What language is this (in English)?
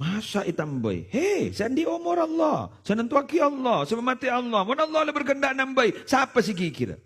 Madurese